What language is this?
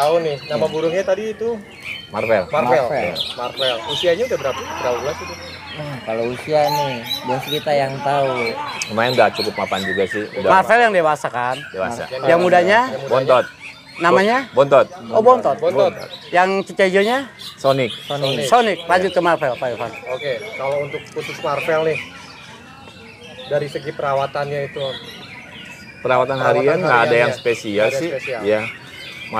Indonesian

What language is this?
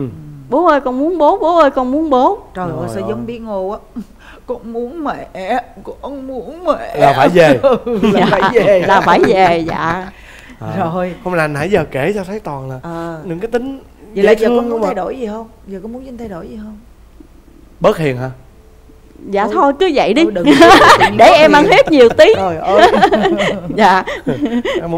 Vietnamese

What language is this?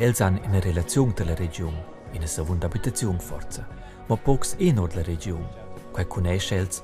Romansh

